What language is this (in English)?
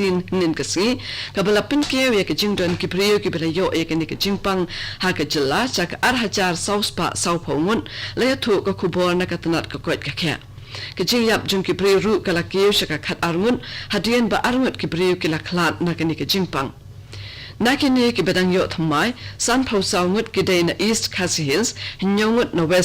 Khasi